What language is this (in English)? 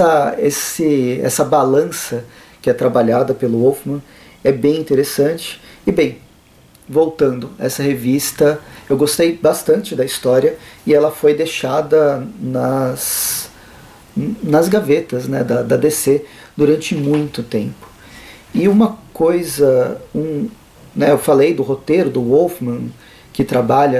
Portuguese